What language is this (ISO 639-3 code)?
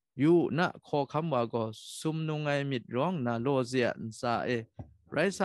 kac